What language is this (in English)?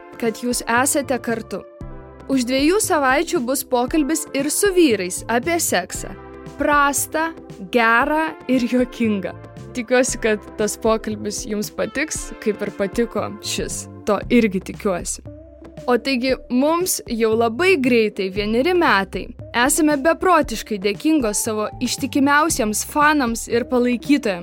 Lithuanian